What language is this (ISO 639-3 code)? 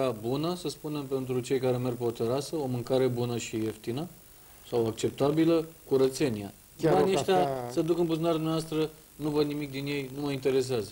ron